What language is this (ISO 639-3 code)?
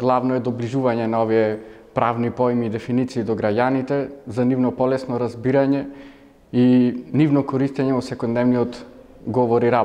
mkd